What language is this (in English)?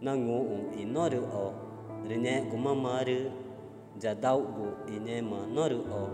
Ticuna